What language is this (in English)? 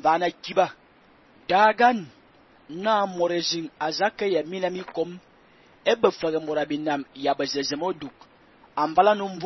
Fang